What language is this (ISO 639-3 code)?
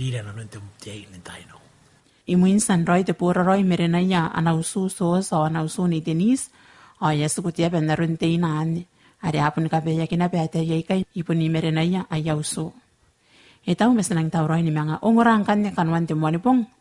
gil